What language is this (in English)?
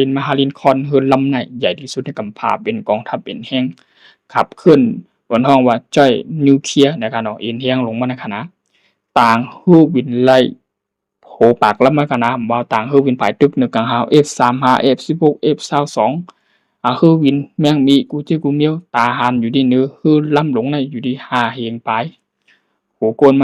Shan